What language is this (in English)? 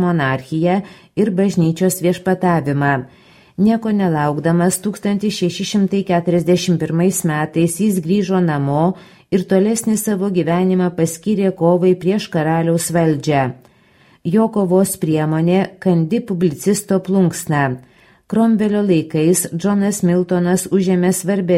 Lithuanian